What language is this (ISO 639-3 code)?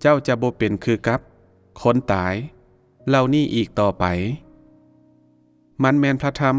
lao